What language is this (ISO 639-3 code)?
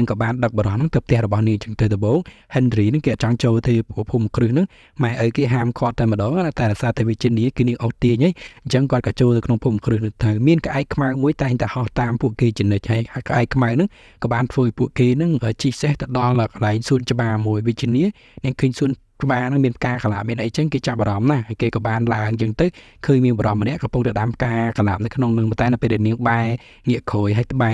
khm